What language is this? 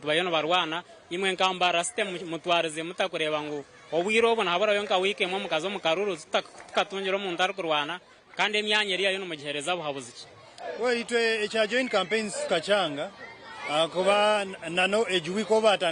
Nyankole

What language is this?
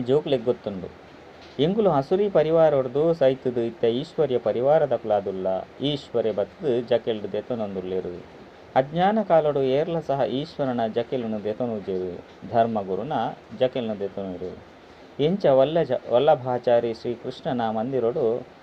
Tulu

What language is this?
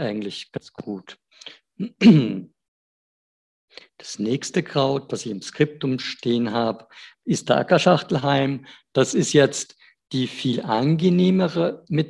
German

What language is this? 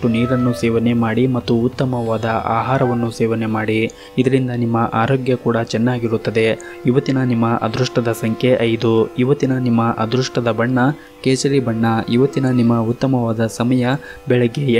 Kannada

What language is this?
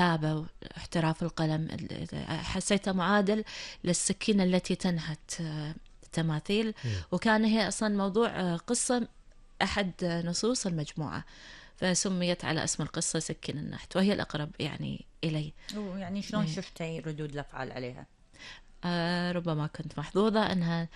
Gulf Arabic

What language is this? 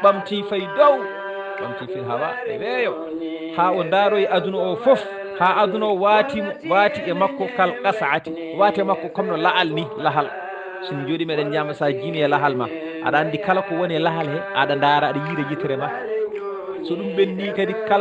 Fula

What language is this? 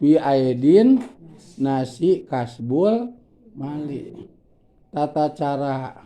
Sundanese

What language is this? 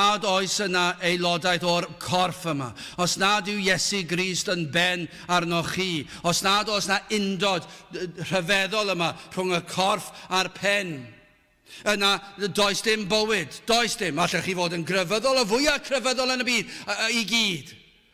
Welsh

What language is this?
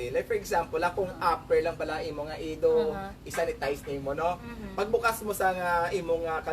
Hiligaynon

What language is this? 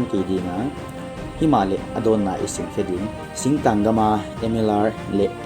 Paite Chin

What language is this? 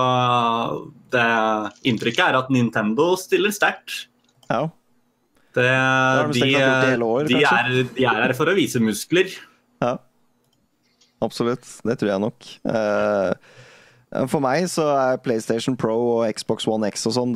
Norwegian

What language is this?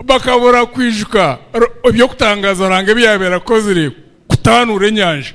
Nyankole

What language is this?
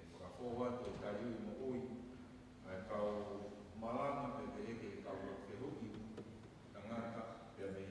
Tongan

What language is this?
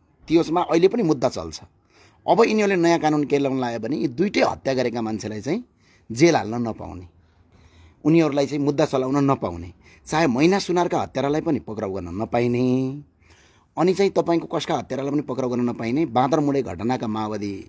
Nepali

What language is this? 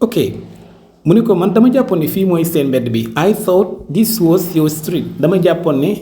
Wolof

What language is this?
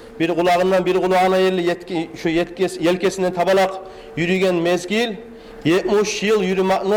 Kumyk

